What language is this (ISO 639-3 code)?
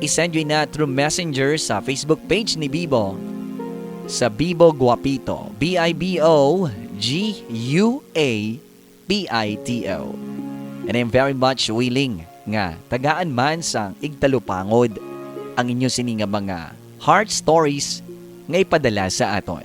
hil